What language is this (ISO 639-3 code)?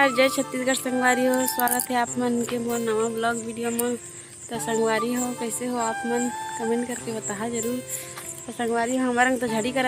hne